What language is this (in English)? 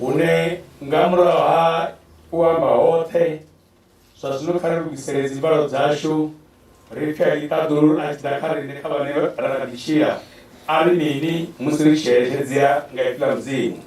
Venda